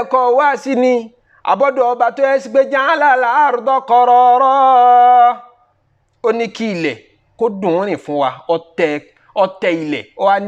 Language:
Yoruba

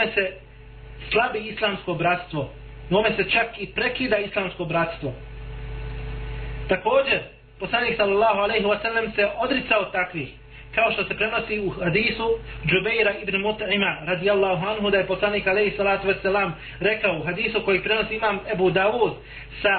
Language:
Bosnian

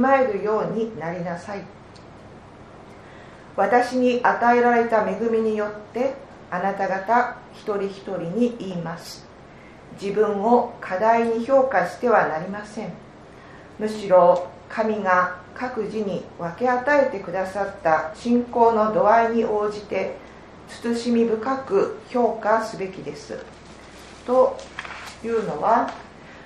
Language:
Japanese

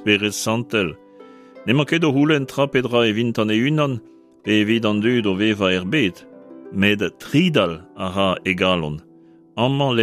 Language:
Breton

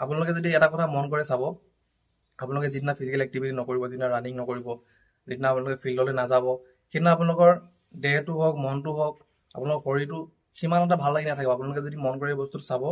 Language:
Assamese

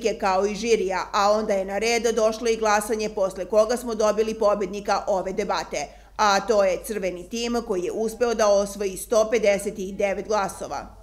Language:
Serbian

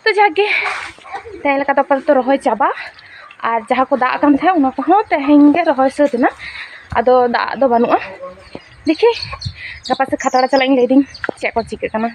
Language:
Santali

